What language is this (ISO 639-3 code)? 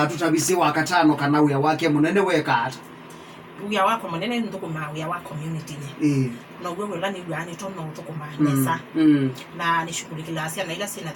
kam